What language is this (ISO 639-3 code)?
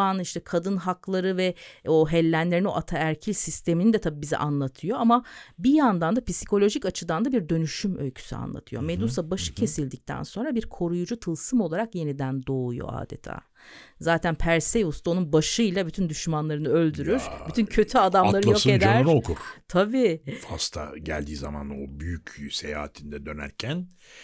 tur